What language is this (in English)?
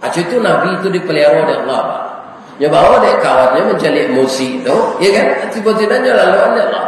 Minangkabau